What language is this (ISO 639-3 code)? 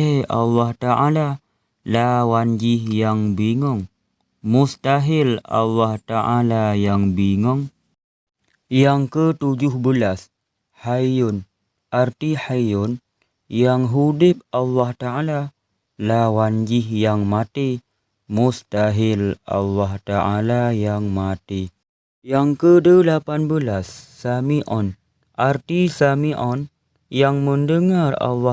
ace